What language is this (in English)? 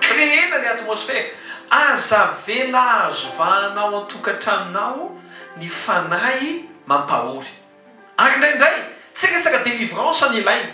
Malagasy